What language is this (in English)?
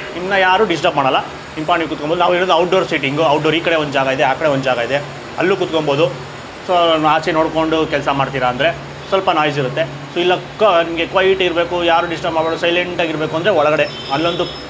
Kannada